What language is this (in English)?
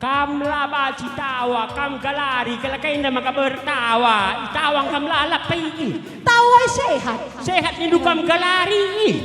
Batak Karo